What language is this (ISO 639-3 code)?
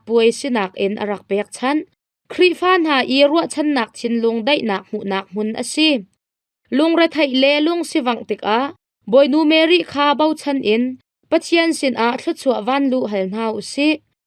cnh